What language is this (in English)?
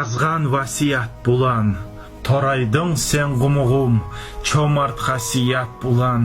Kumyk